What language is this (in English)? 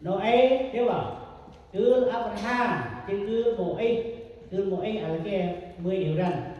Central Mnong